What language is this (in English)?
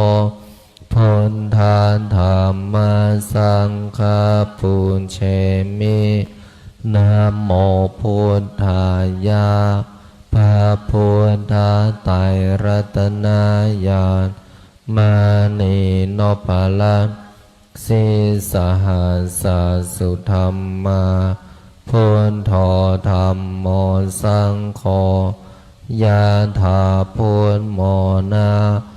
Pali